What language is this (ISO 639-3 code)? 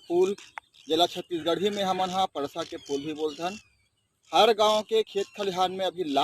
hne